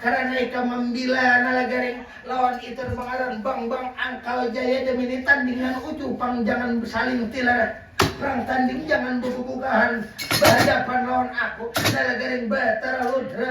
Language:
Banjar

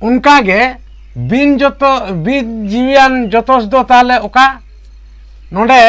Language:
Santali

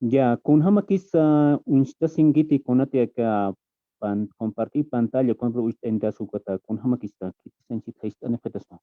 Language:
Aymara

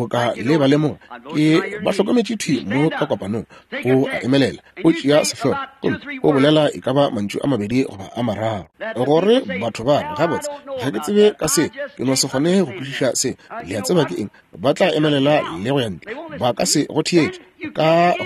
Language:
Northern Sotho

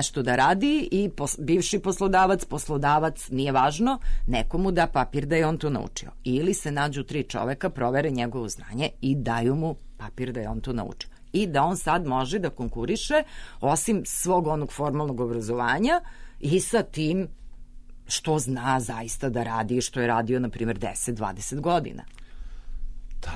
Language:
Serbian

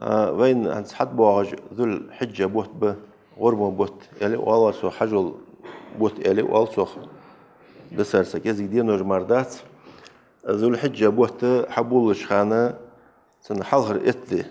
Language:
Ingush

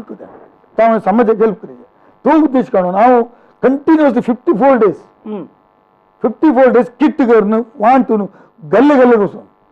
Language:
Konkani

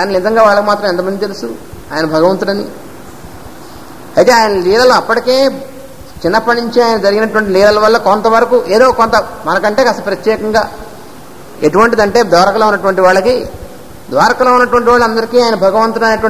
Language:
Telugu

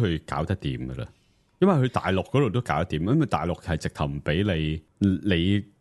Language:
Cantonese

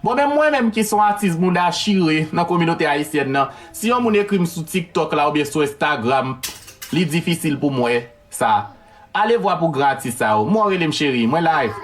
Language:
Haitian Creole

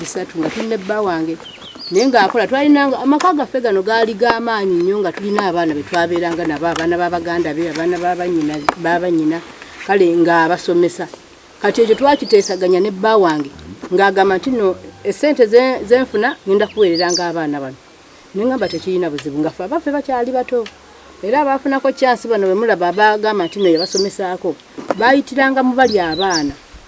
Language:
Ganda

